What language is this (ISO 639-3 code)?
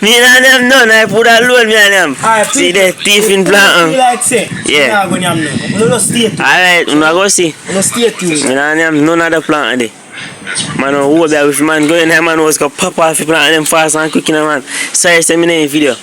jam